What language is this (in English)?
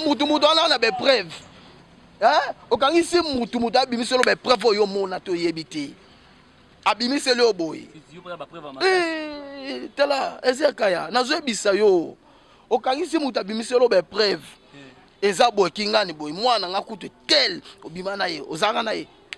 Lingala